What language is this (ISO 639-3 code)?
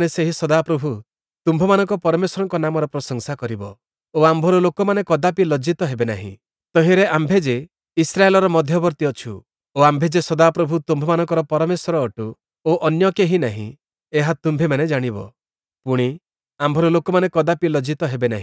ori